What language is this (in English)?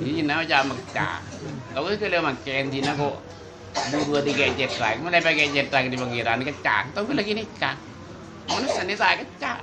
Madurese